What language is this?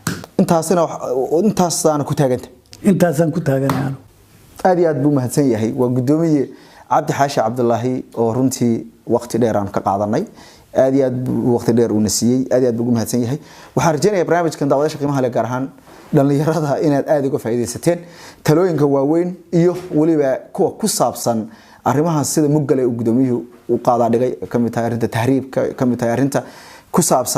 Somali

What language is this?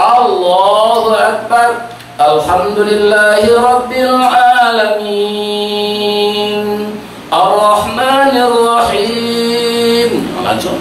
Minangkabau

